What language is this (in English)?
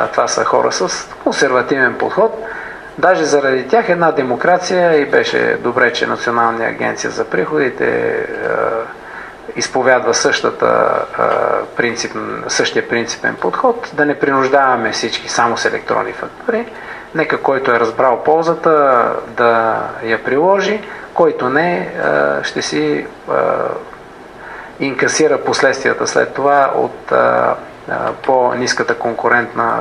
Bulgarian